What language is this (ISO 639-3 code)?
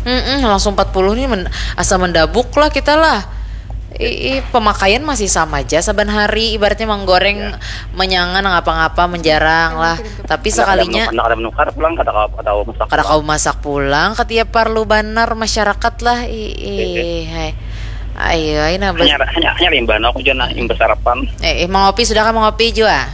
bjn